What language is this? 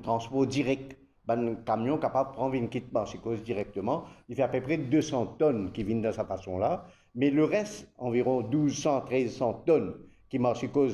Morisyen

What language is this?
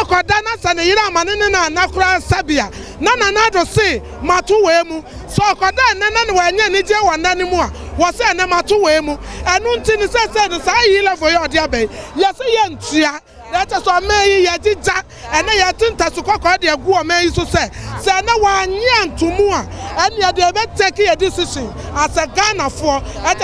Akan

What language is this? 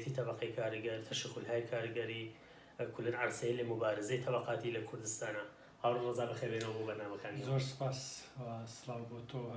Central Kurdish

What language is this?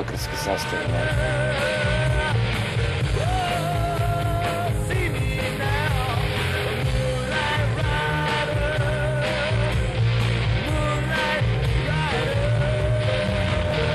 Croatian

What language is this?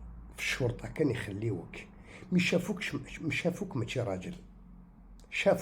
Algerian Arabic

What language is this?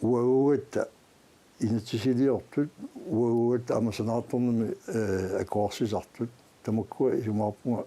Kalaallisut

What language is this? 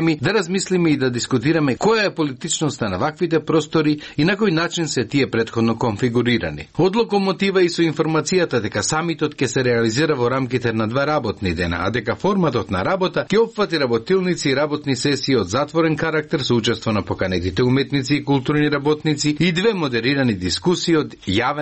Macedonian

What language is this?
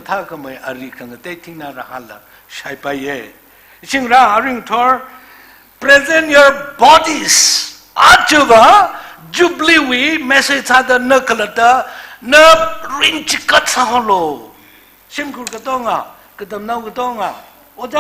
Tangkhul Naga (India)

